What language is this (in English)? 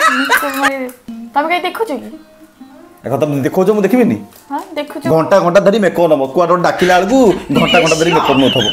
Odia